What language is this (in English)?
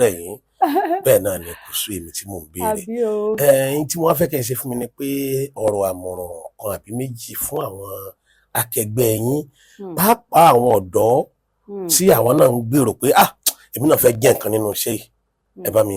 Yoruba